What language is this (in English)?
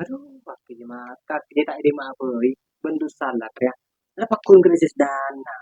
Madurese